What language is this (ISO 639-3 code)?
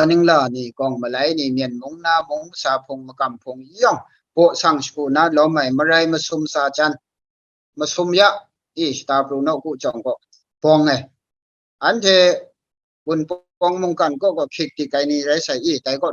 kac